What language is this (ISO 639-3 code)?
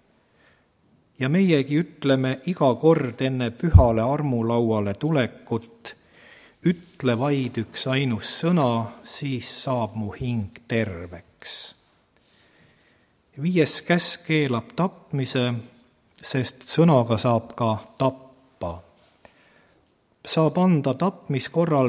est